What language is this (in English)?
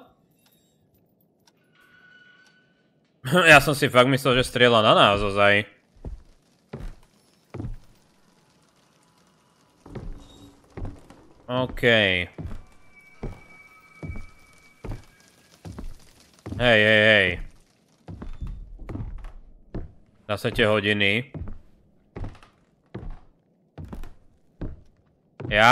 Slovak